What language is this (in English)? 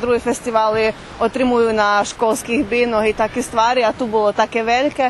Rusyn